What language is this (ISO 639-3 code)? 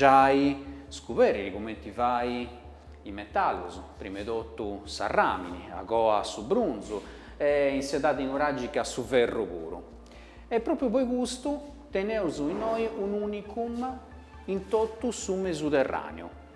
srd